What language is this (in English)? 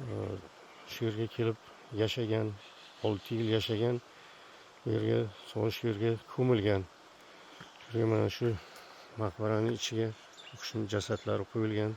Uzbek